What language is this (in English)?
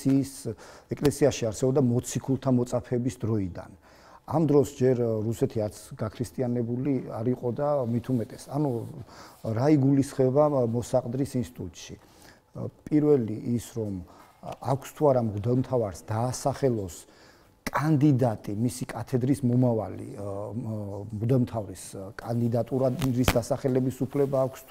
Georgian